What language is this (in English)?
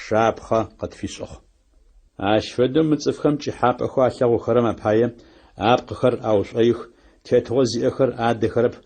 Adyghe